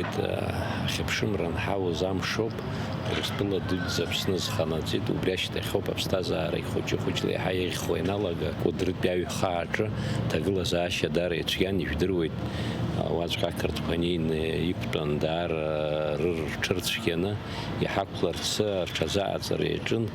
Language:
Abkhazian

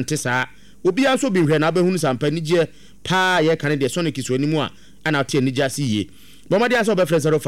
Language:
Akan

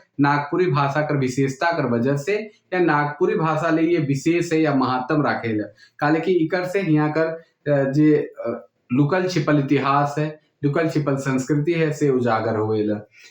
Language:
Sadri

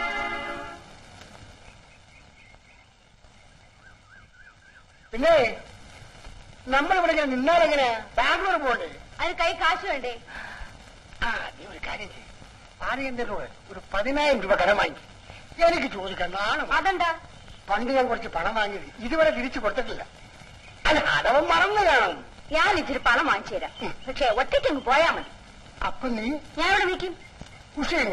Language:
Malayalam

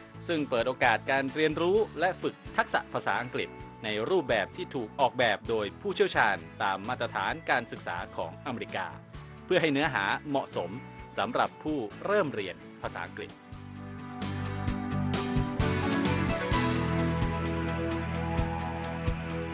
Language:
Thai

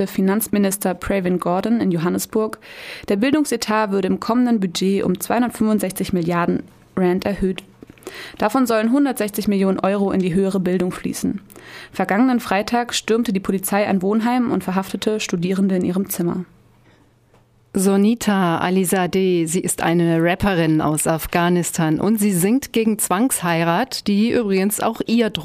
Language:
German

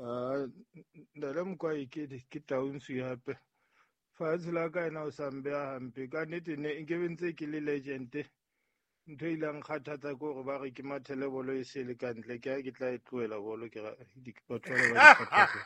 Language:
Southern Sotho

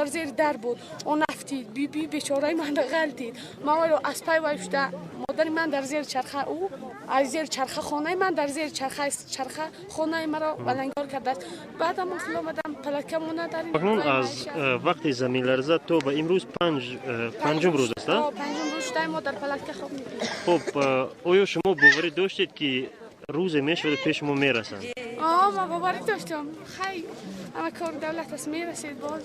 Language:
Tajik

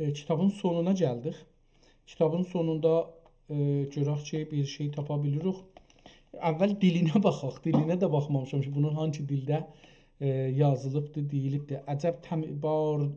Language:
South Azerbaijani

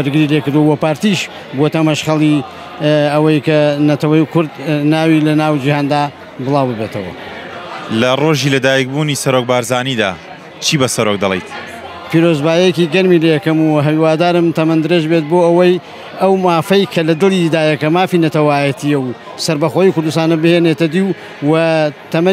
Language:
Central Kurdish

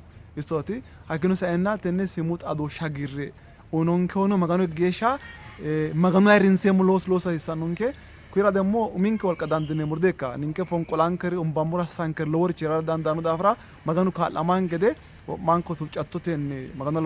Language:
Sidamo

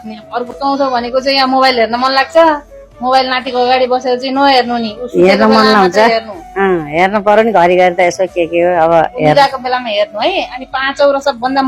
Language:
Nepali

